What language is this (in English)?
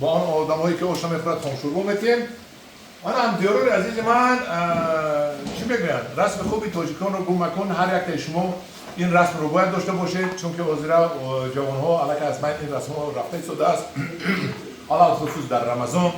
Tajik